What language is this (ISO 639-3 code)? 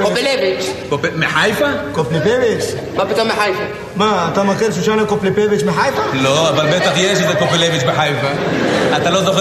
heb